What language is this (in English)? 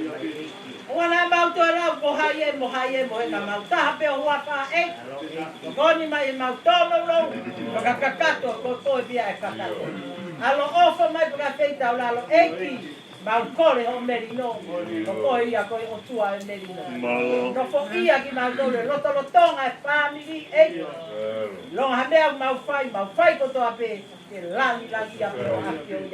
Tongan